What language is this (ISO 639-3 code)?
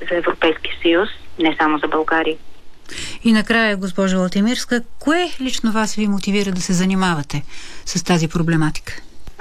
bul